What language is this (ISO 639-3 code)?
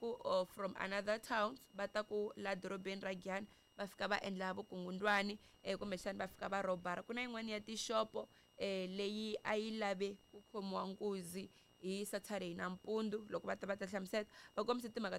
tso